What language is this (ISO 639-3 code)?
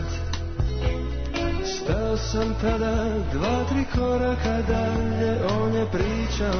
srp